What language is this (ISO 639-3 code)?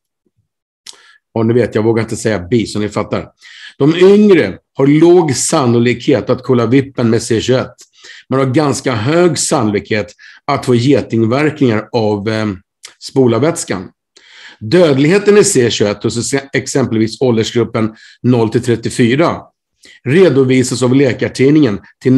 swe